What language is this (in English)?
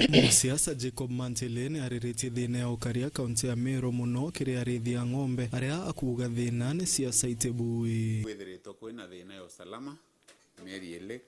Meru